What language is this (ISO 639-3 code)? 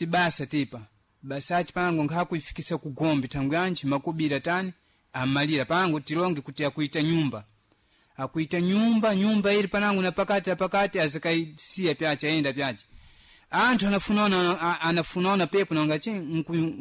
seh